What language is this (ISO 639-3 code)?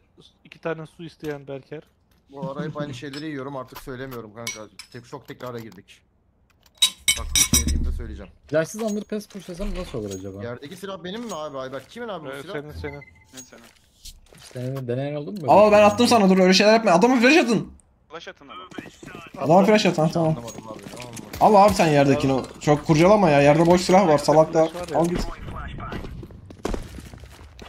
tur